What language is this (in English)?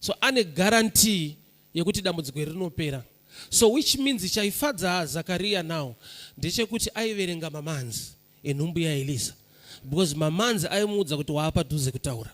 Shona